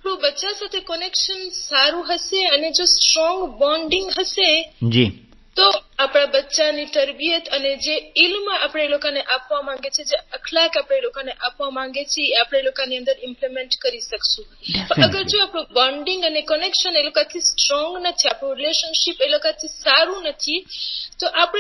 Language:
Gujarati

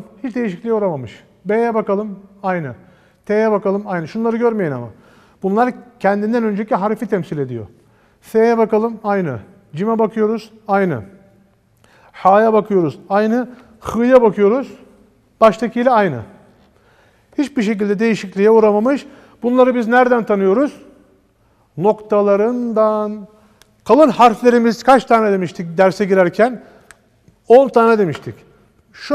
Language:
Turkish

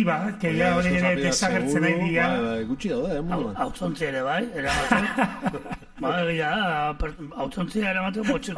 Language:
Basque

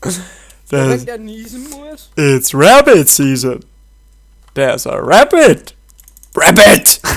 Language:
Bavarian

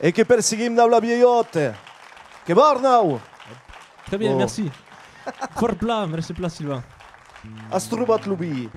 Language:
Occitan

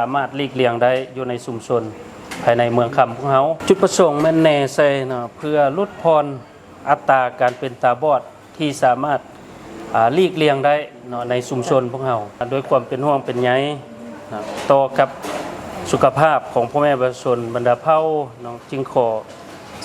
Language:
Lao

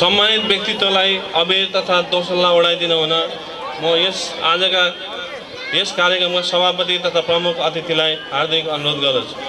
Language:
Nepali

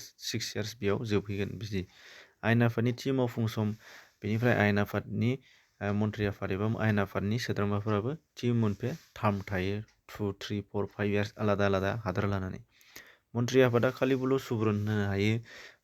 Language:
Bodo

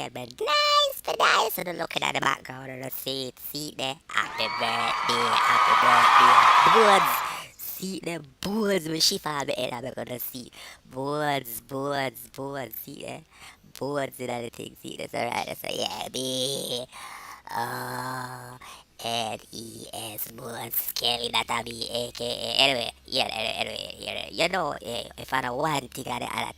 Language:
Jamaican Creole English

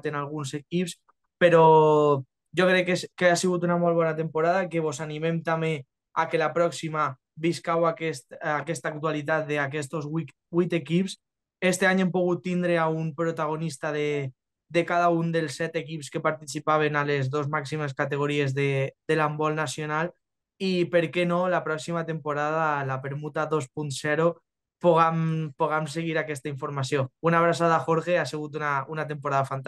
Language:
Catalan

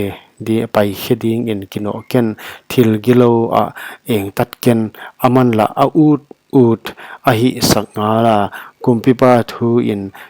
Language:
Paite Chin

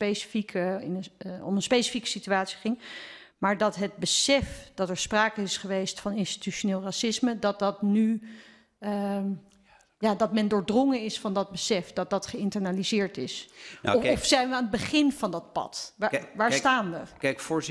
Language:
Dutch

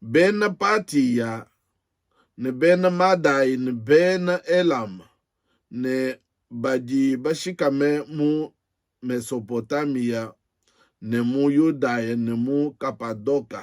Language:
Luba-Lulua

